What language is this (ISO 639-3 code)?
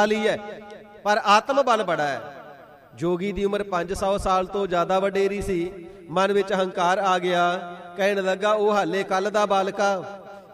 pan